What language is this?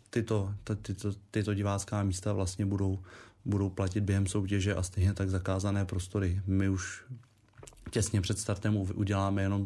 Czech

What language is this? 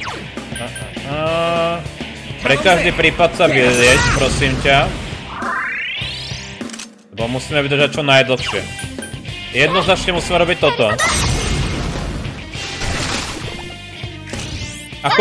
Slovak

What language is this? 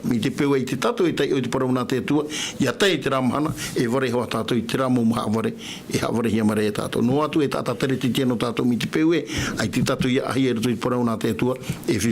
Tahitian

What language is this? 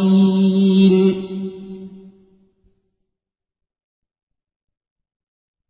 Arabic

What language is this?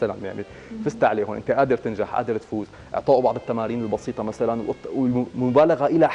North Levantine Arabic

